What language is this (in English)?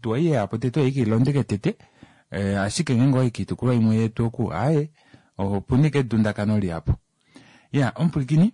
Kuanyama